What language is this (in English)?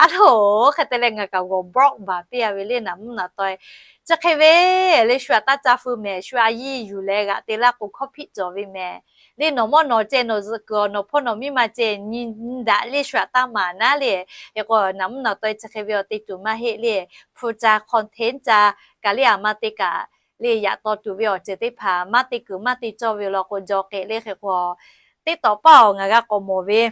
Lahu